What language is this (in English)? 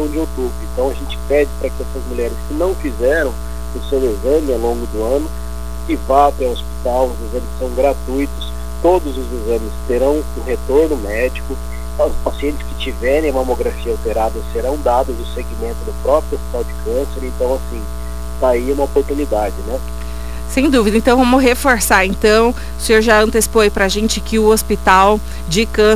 Portuguese